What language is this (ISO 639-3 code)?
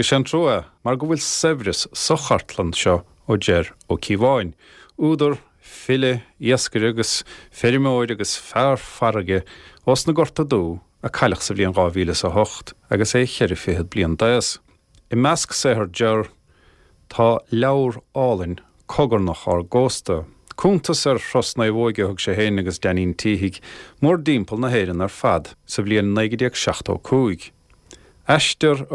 gle